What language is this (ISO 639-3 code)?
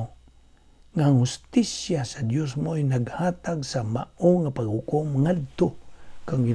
ceb